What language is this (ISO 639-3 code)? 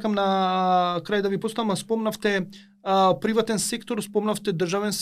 mkd